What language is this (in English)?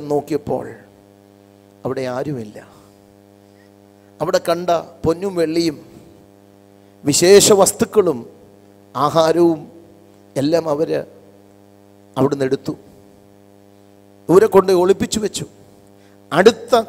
Malayalam